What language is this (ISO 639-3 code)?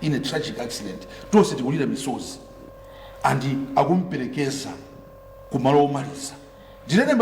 nya